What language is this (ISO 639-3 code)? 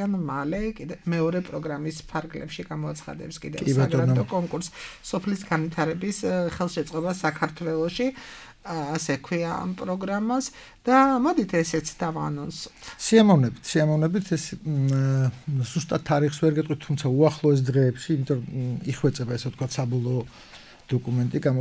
kat